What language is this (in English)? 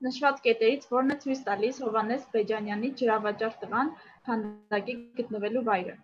Armenian